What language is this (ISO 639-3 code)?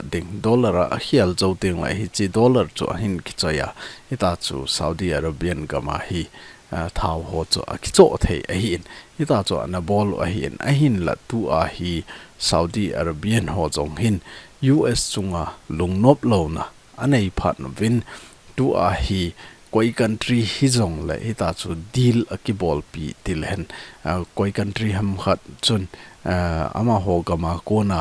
tcz